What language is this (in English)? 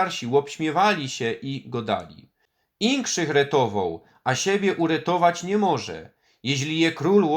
Silesian